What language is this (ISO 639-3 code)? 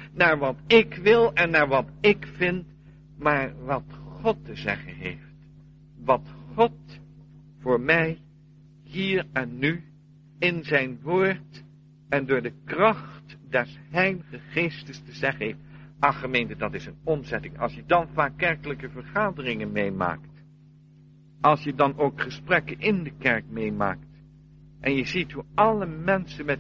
nld